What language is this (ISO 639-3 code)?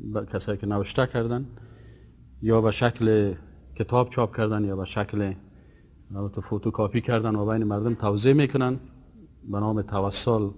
fas